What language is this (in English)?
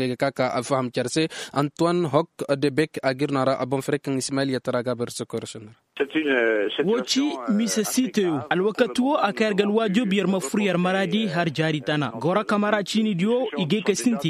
Koyraboro Senni